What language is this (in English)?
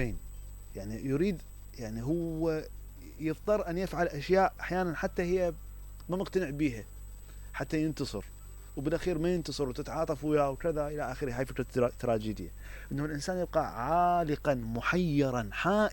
Mesopotamian Arabic